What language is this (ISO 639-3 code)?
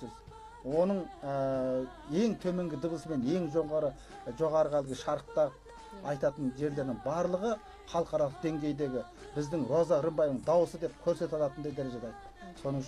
kaz